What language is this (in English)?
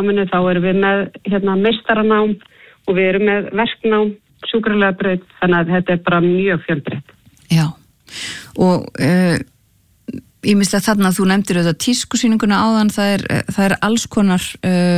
Icelandic